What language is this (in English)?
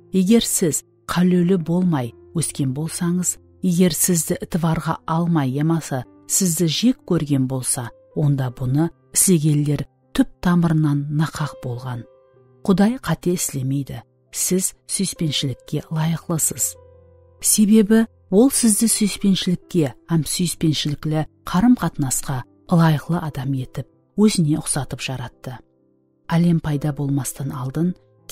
Kara-Kalpak